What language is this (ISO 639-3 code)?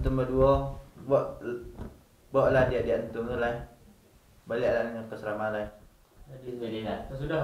min